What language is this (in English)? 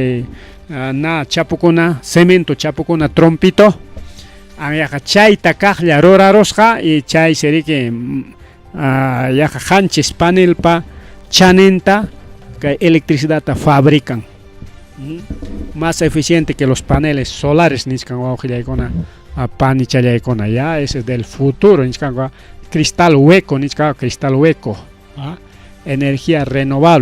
Ayacucho Quechua